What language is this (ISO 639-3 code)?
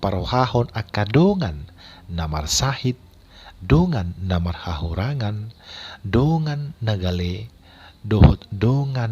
bbc